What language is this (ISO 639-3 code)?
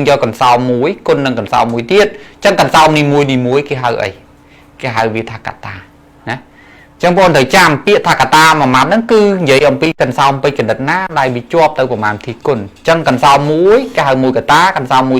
khm